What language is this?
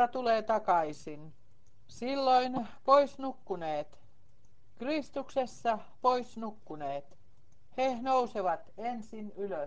Finnish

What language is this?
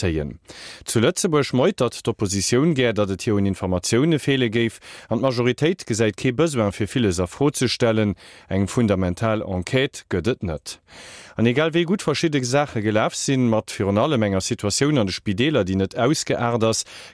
Luxembourgish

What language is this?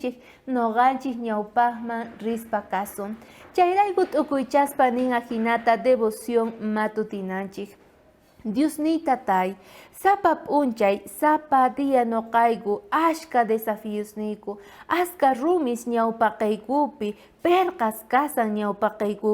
South Bolivian Quechua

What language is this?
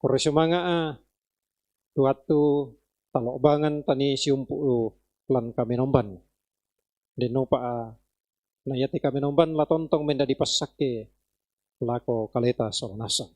Toraja-Sa'dan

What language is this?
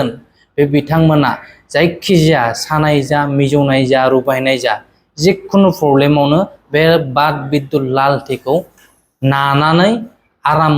Bodo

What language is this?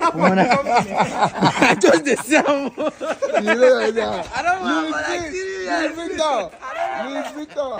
Nigerian Pidgin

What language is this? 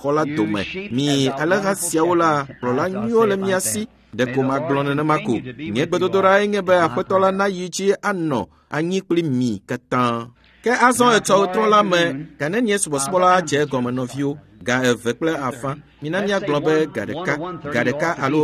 Ewe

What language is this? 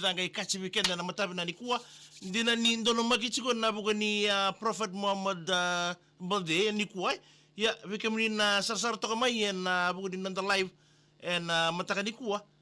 Fijian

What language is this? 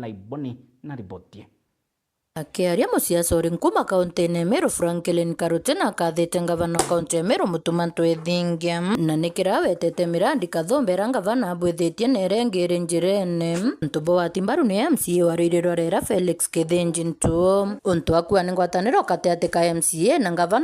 Meru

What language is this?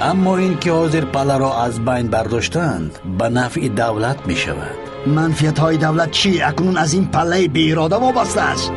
Persian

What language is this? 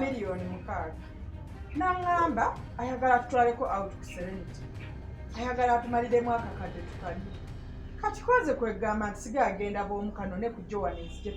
Ganda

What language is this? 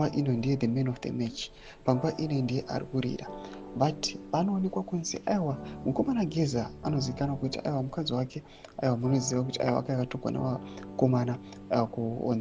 Shona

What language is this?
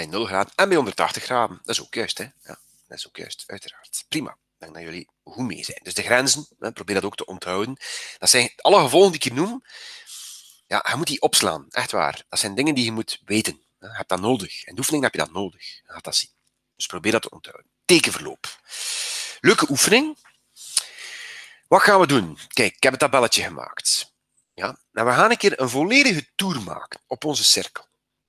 Dutch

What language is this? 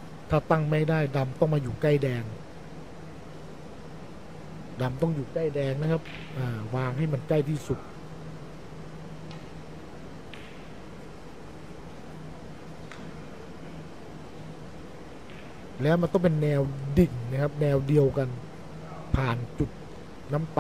Thai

